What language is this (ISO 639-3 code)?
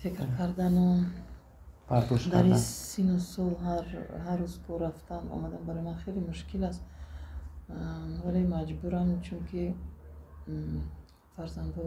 tgk